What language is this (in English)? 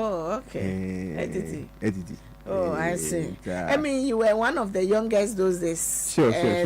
Ewe